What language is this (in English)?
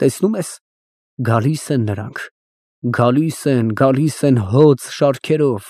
Armenian